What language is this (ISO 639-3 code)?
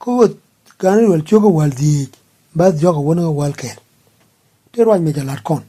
nus